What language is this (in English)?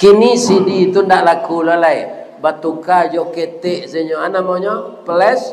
Minangkabau